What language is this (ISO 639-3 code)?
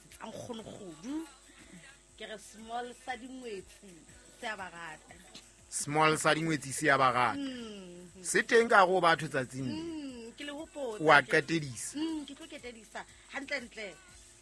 sot